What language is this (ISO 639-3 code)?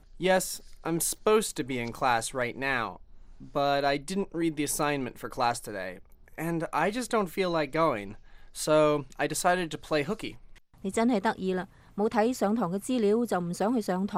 yue